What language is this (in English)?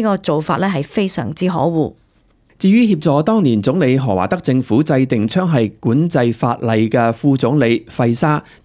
Cantonese